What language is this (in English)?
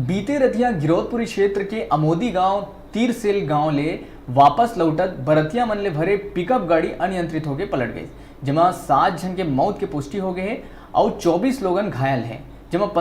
Chhattisgarhi